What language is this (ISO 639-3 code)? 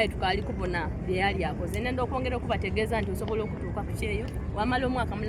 xog